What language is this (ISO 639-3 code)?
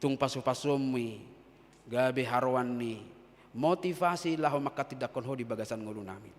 bbc